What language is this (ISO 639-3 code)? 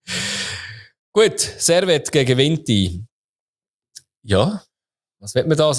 deu